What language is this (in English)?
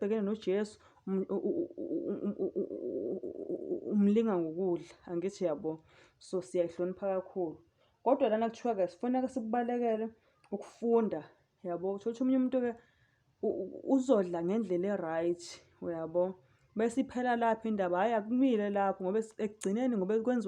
Zulu